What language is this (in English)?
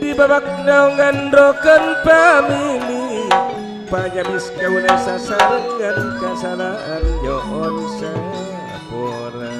Madurese